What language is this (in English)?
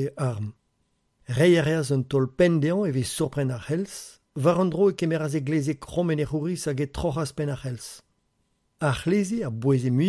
Breton